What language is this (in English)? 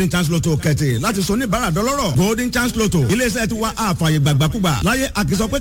Yoruba